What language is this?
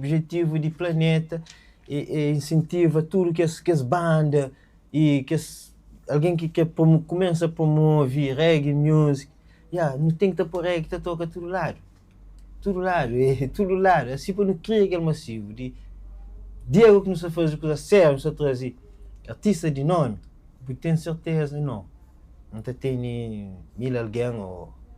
Kabuverdianu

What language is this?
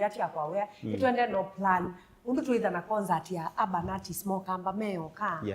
Kamba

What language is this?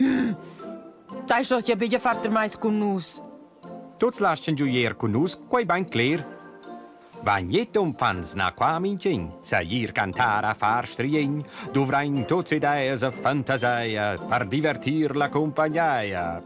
Romansh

